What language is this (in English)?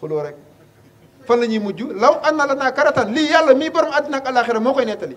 Wolof